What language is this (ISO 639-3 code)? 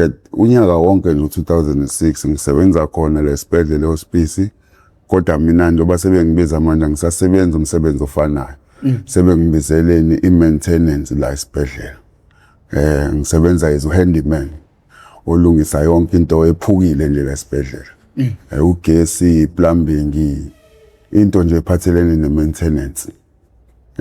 zul